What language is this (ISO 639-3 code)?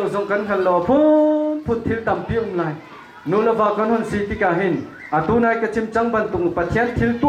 cnh